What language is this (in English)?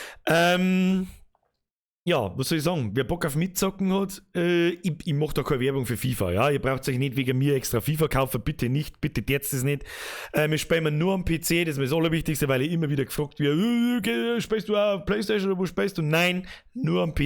Bavarian